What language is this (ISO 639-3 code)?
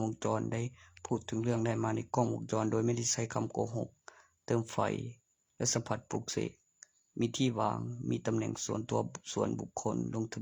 lao